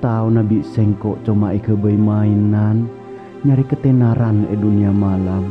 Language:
Madurese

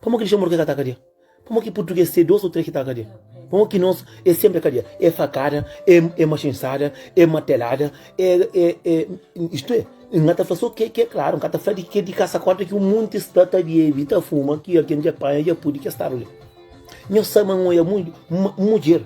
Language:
Kabuverdianu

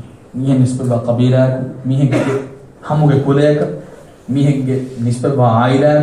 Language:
Divehi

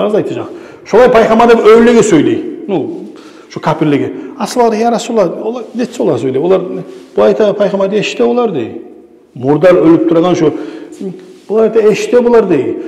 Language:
Kumyk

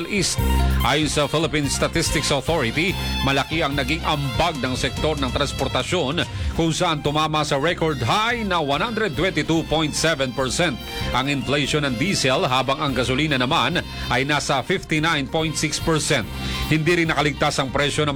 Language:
Filipino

